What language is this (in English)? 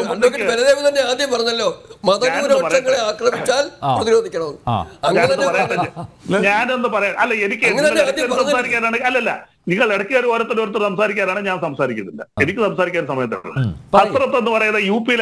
Malayalam